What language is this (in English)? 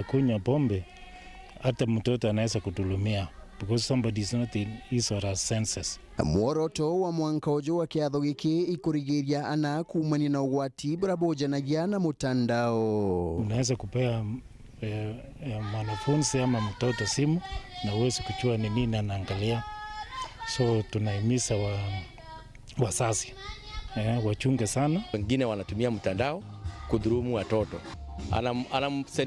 Meru